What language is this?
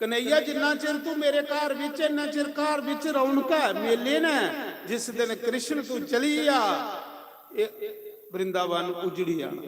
Dogri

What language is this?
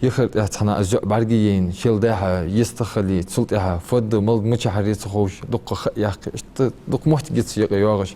Ingush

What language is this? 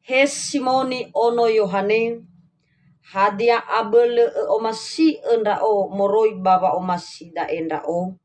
Nias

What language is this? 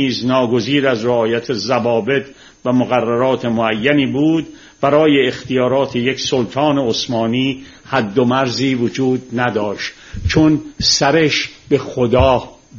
Persian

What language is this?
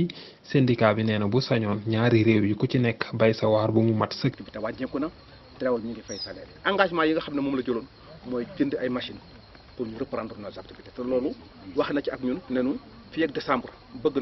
Wolof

